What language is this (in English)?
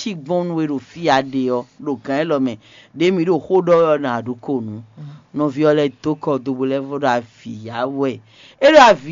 Fon